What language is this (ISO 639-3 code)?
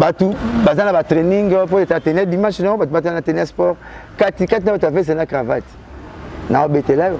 lin